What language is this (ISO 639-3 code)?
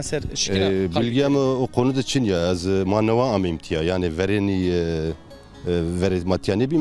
zza